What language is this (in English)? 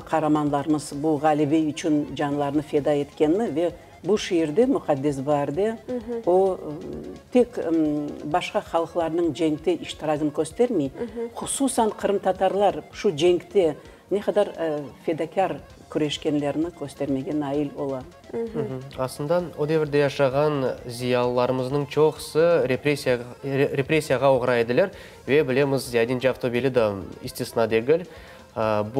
Crimean Tatar